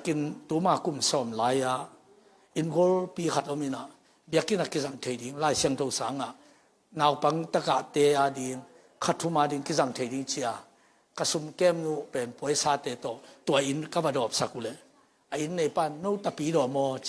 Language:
Tedim Chin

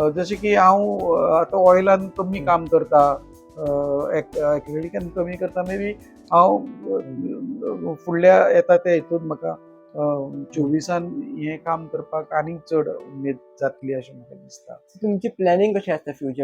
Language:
Konkani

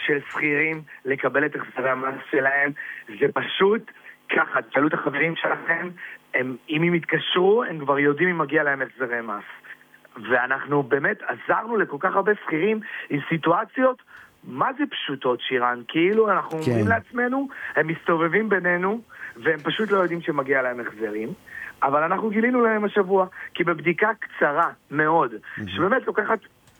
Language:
Hebrew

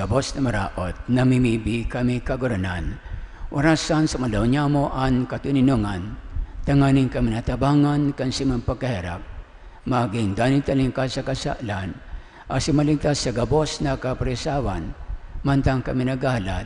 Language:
Bikol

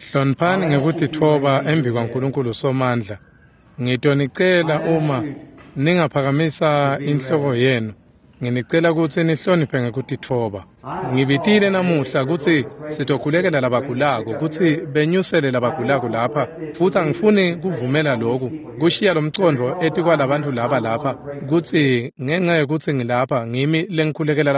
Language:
Swati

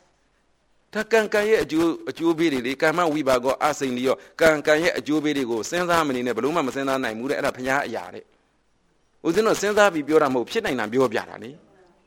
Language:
Burmese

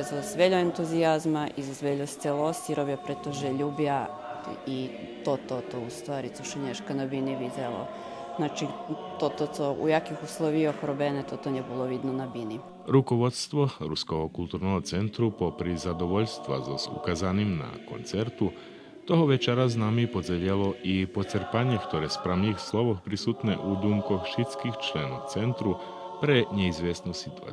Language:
Rusyn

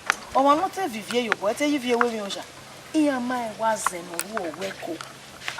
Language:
Bini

